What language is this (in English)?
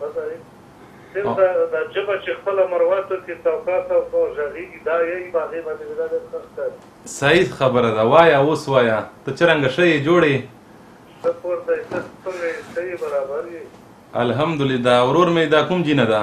Pashto